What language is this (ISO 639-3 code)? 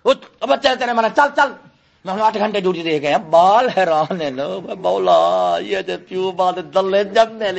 skr